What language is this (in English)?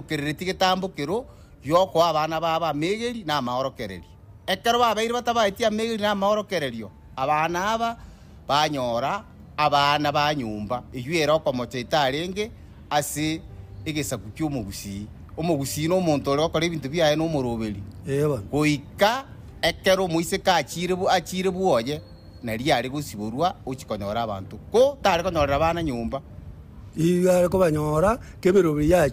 Gusii